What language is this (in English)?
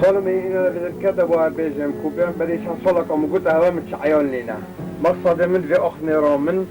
Kurdish